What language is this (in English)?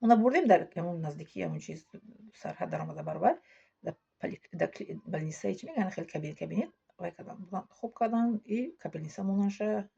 Tajik